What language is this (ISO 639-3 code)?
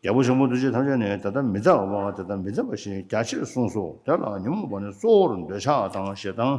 bod